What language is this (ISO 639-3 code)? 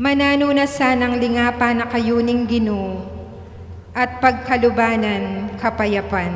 pam